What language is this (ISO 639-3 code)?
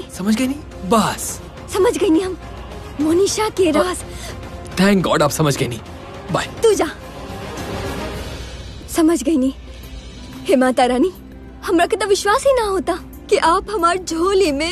bho